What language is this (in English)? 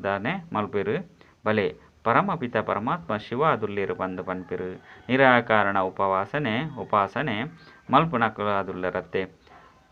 Tulu